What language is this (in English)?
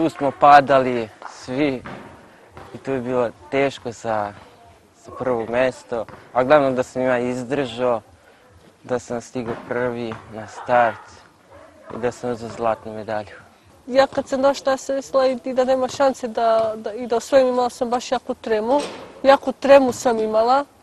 Serbian